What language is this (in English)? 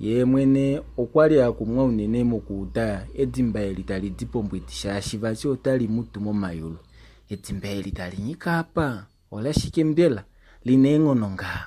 Kuanyama